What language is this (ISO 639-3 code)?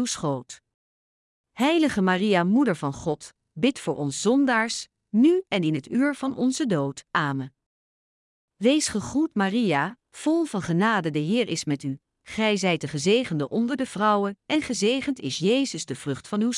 nld